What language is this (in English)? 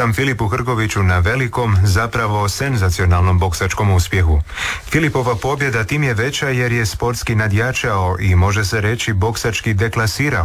Croatian